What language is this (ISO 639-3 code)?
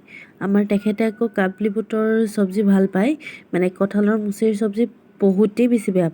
asm